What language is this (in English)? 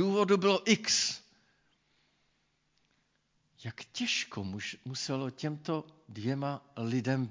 Czech